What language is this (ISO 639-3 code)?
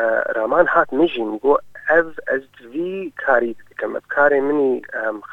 kur